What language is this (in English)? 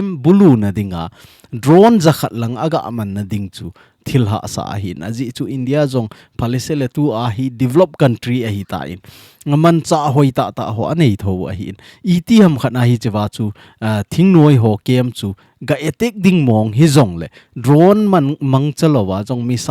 Thado Chin